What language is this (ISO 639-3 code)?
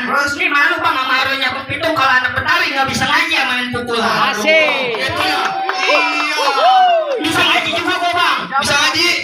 bew